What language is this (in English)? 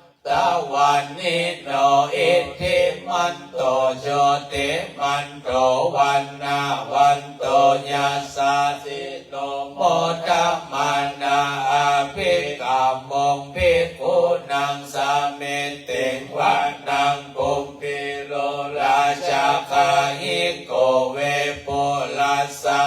Pali